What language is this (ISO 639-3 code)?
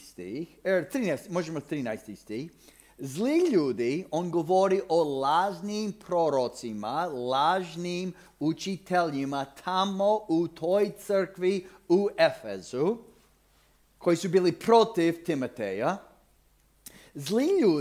hrv